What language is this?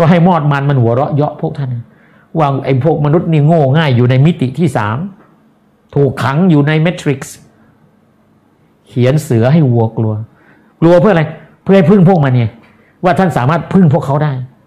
Thai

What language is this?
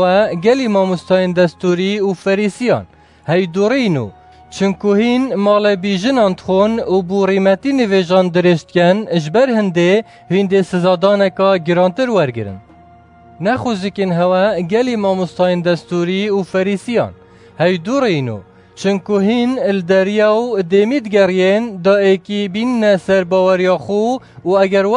Kurdish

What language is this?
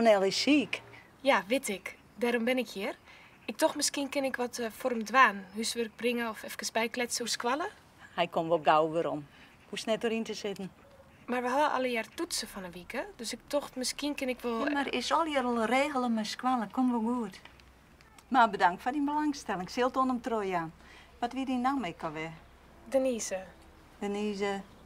Western Frisian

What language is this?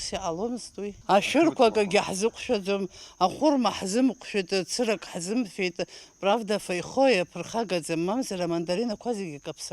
Abkhazian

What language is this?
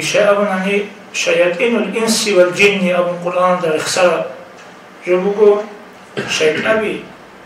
Avaric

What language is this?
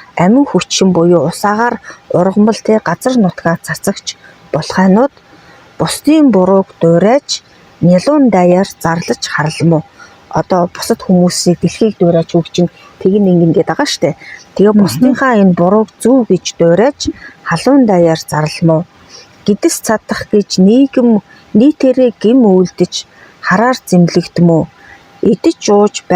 Mongolian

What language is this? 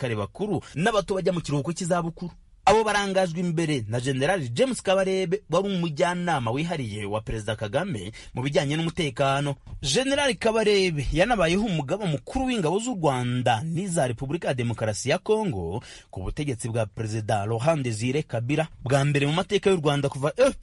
Kinyarwanda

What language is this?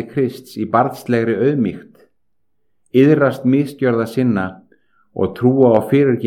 Icelandic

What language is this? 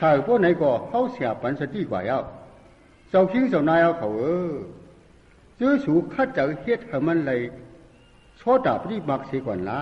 Shan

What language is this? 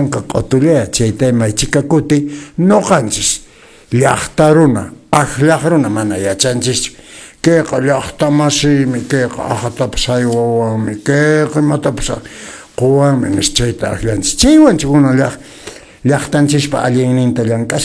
Quechua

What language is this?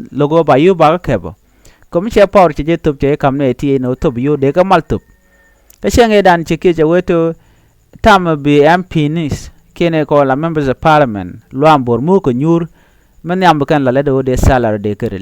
Nuer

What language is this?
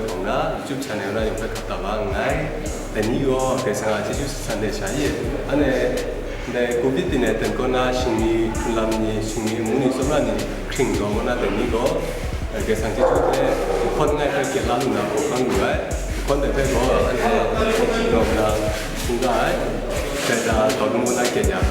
Kachin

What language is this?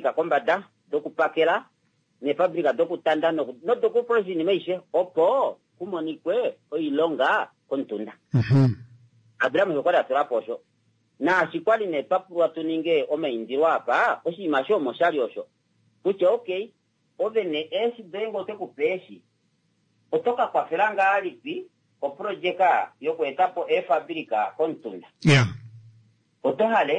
Kuanyama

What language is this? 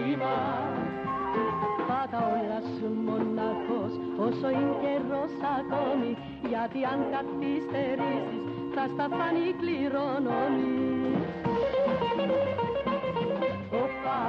Greek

